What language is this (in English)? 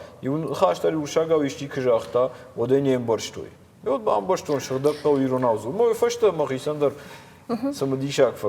Ossetic